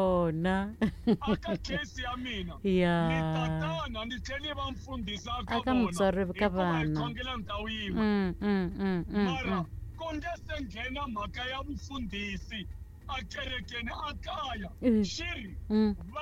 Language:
Tsonga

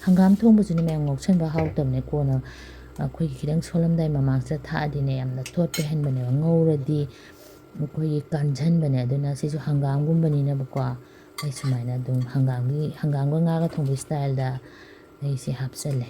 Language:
Manipuri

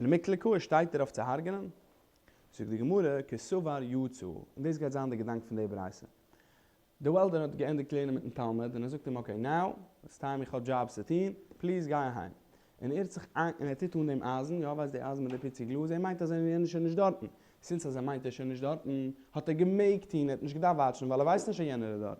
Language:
Yiddish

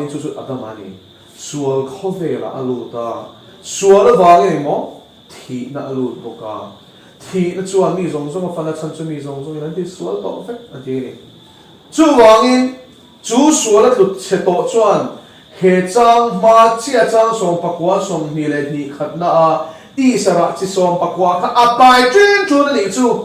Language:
Mizo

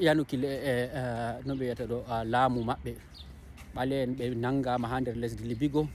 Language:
Fula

